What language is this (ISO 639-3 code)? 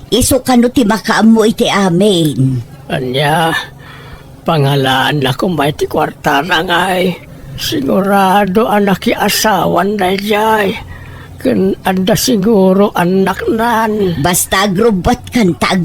ilo